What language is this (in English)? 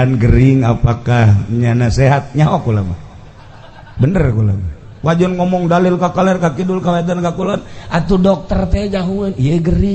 Sundanese